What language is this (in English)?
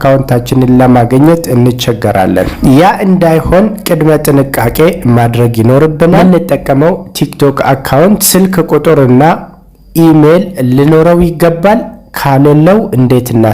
Amharic